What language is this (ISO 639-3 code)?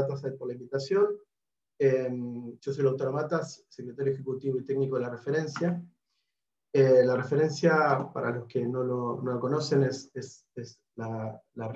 spa